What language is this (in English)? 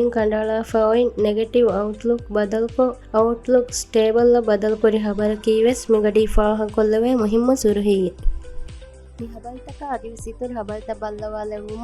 Divehi